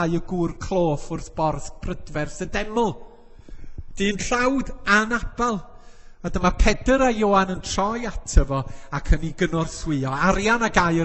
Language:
Welsh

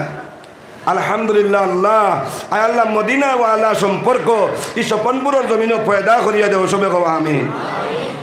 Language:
Sylheti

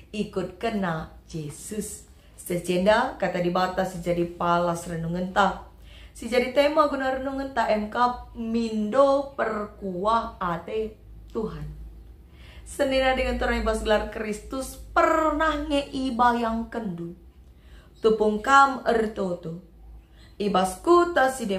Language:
Batak Karo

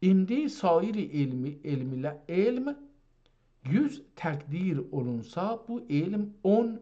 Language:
South Azerbaijani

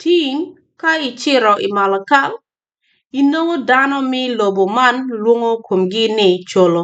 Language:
Acoli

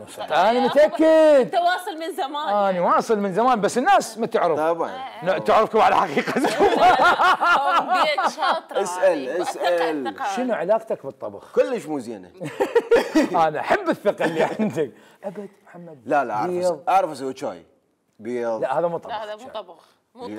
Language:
Mesopotamian Arabic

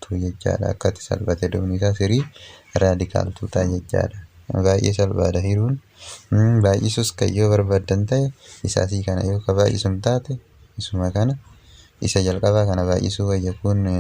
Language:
Oromo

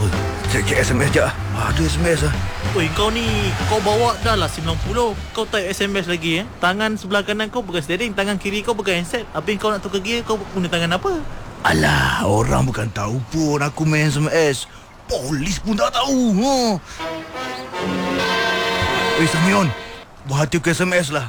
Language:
Malay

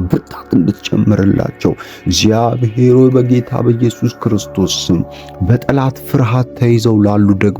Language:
Amharic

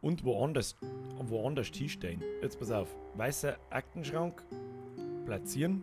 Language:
Bavarian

